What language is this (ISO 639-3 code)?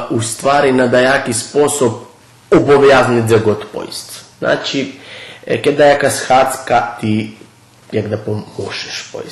rue